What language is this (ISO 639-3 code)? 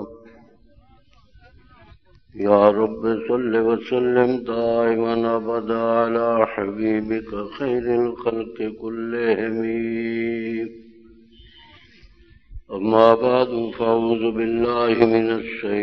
lah